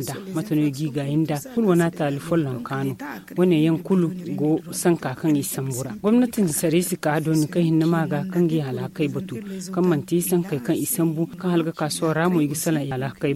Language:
Zarma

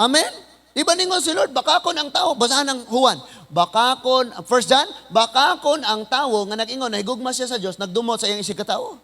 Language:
Cebuano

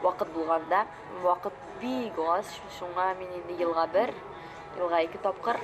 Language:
Tatar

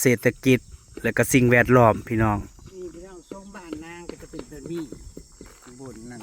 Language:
Northeastern Thai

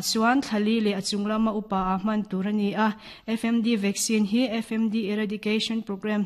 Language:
Mizo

